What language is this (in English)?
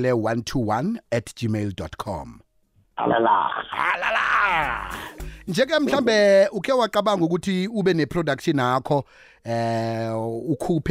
South Ndebele